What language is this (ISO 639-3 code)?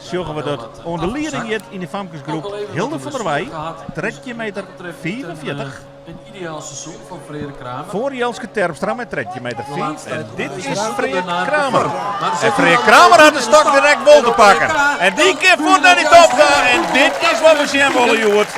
fry